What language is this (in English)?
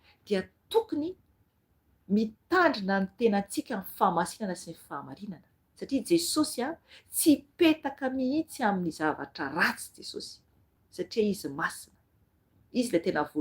Malagasy